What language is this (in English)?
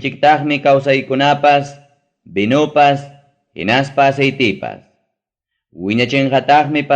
Ayacucho Quechua